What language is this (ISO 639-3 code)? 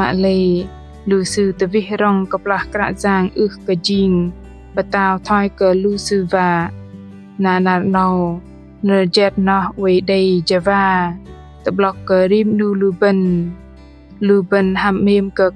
bdq